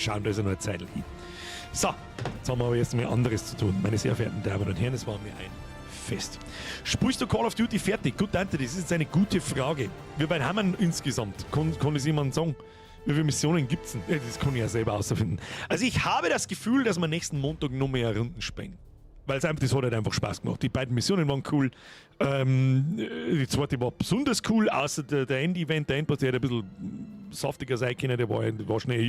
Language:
Bavarian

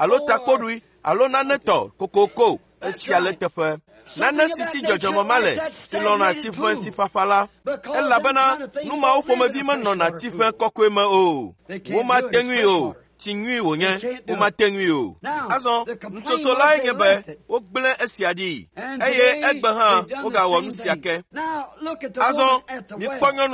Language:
Ewe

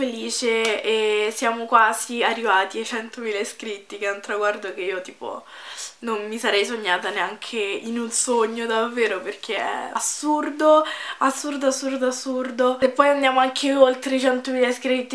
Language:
Italian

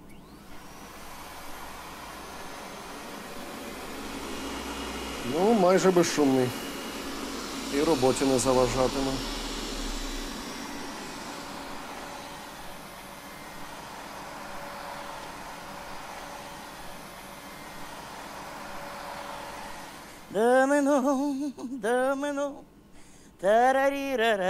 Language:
Ukrainian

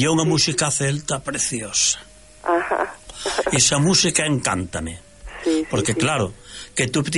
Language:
Galician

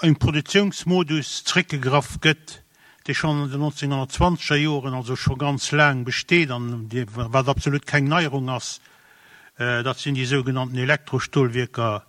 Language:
Luxembourgish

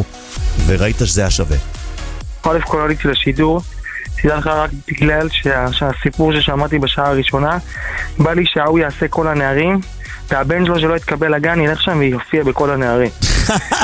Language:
Hebrew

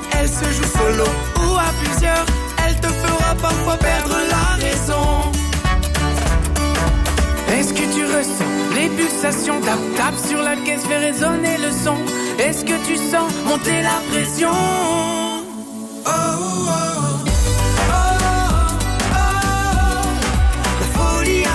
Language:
French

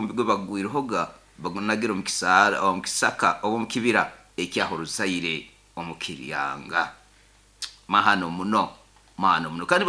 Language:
Nyoro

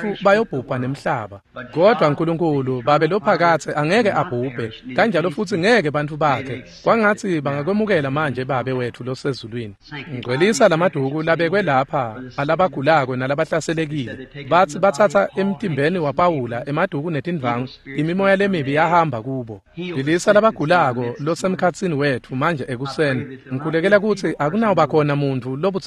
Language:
Swati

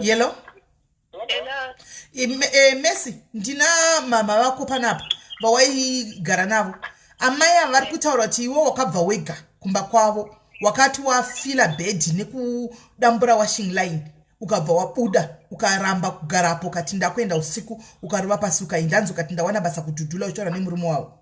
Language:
Shona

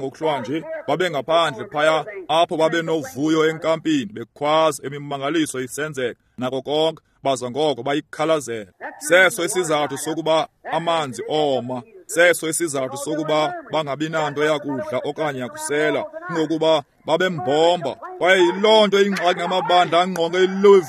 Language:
Xhosa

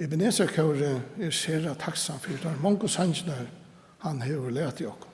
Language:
Faroese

